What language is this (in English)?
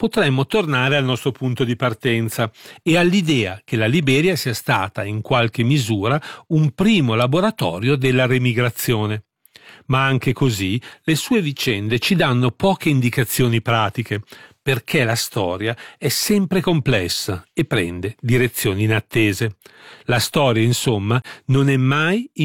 Italian